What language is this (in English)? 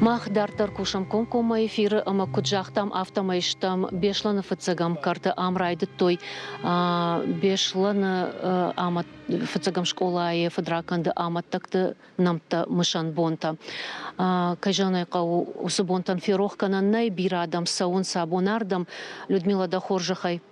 Ossetic